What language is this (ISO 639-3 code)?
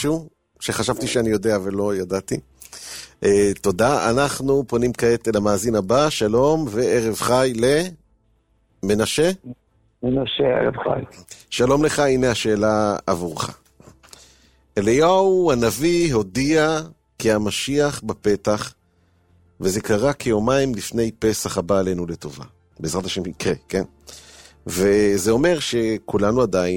heb